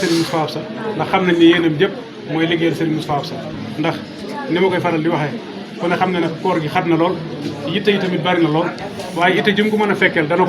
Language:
Wolof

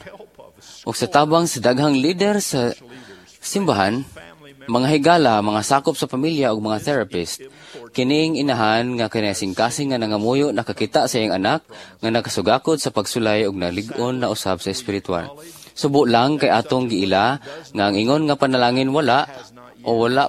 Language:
Cebuano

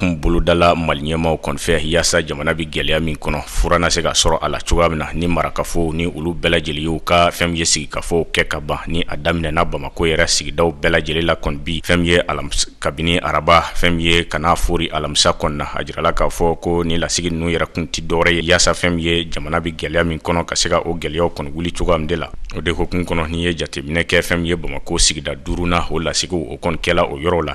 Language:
Bambara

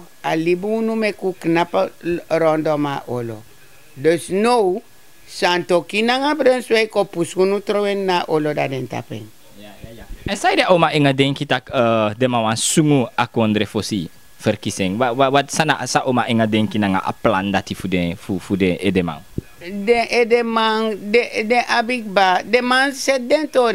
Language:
Sranan Tongo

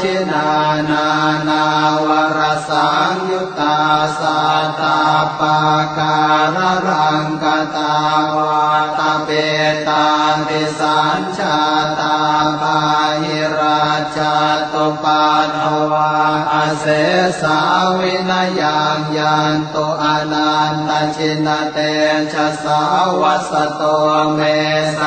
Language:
Pali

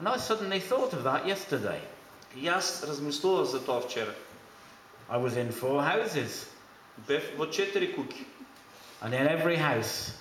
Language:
Macedonian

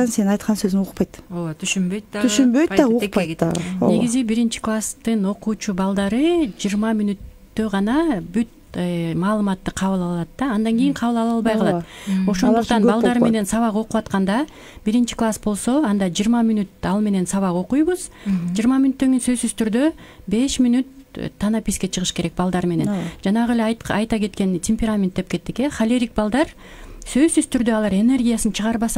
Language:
Kyrgyz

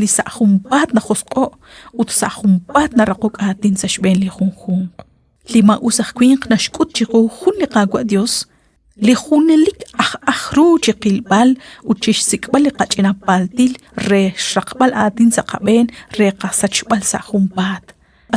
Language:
Kekchí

